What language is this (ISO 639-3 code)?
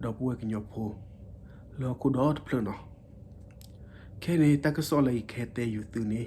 ksw